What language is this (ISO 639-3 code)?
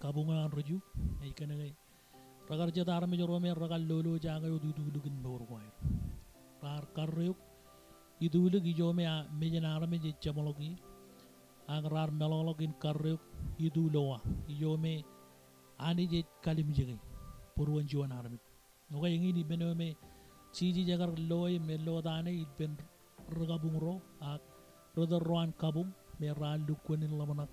mah